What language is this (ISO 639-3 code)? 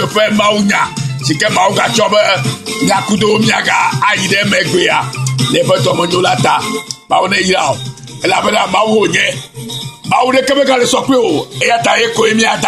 ewe